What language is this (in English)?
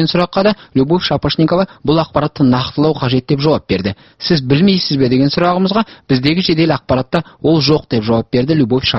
Kazakh